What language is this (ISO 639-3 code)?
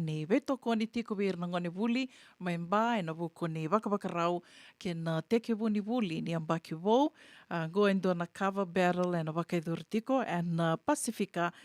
fij